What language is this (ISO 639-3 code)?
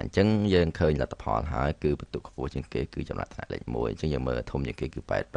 khm